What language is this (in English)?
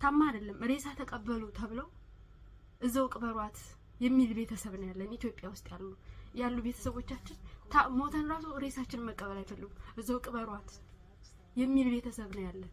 Amharic